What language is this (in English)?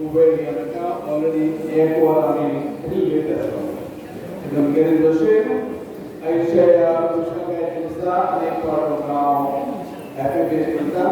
Konkani